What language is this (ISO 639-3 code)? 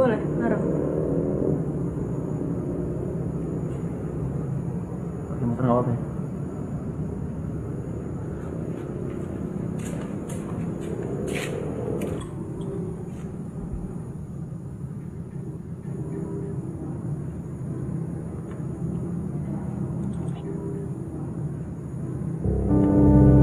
ind